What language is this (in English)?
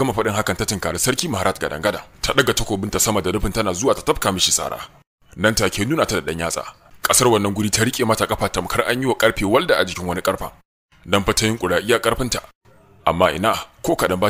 Hausa